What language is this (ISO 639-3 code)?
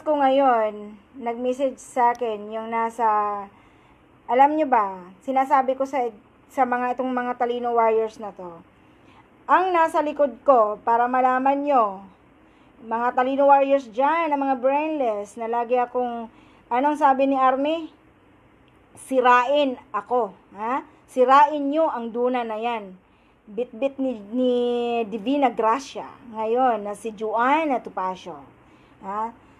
fil